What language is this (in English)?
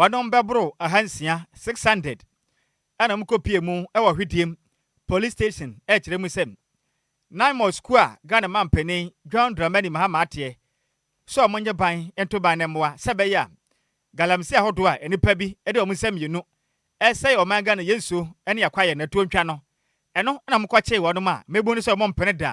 Akan